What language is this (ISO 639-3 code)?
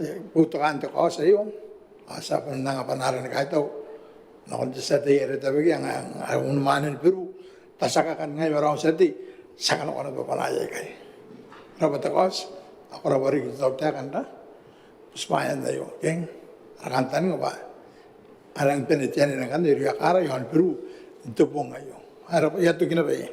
gil